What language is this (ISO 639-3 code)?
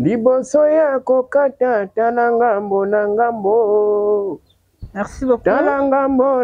lin